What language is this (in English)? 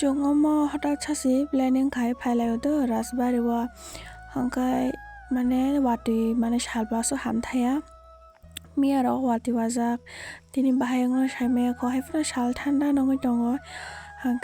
Kok Borok